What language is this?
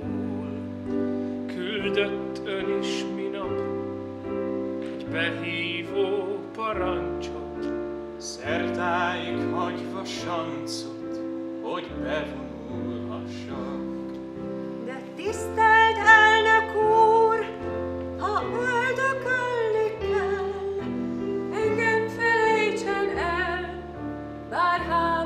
Hungarian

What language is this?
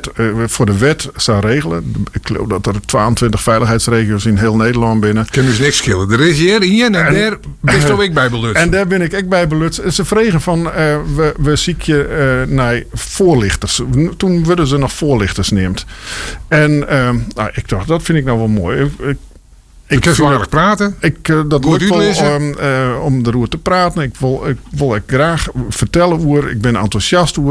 Western Frisian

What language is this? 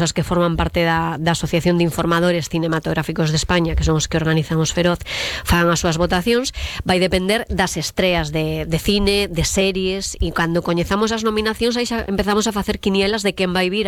Galician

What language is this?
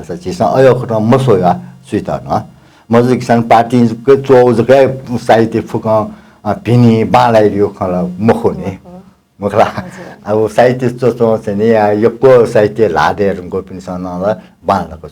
Newari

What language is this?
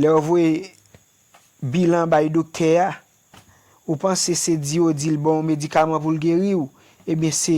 Haitian Creole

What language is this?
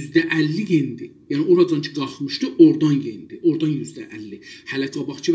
South Azerbaijani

